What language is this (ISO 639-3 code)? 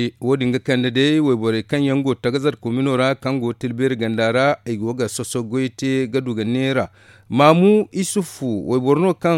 dje